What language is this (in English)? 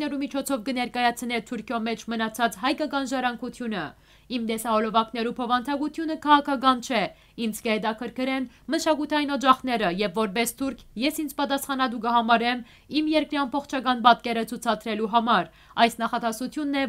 Western Armenian